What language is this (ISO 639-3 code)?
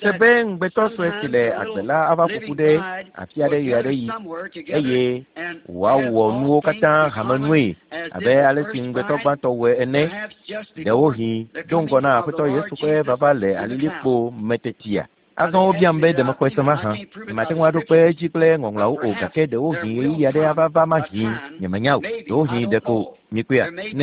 ewe